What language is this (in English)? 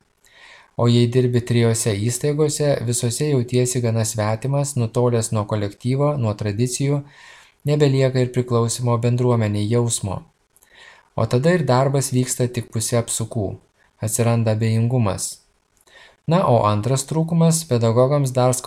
Lithuanian